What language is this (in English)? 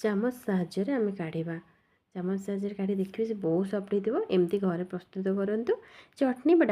Odia